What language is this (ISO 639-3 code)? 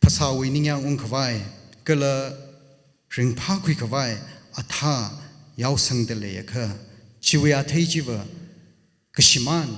nmf